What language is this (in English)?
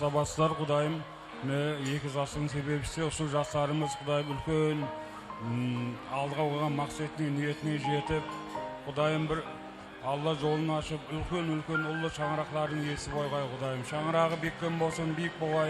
Kara-Kalpak